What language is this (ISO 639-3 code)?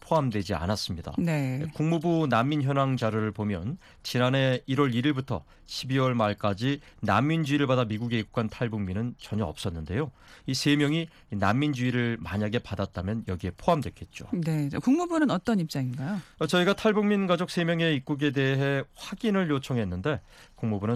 kor